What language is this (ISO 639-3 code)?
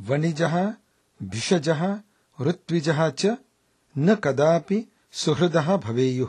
san